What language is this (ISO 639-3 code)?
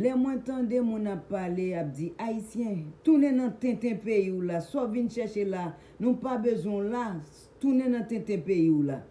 hat